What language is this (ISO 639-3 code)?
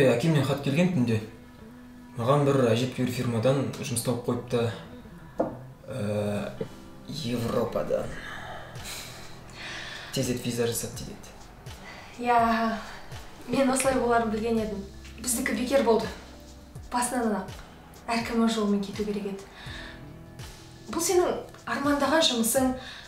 kaz